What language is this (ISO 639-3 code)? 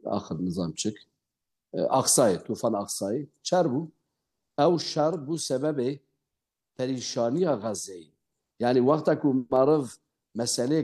kur